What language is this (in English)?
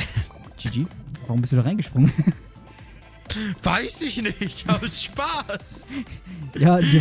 German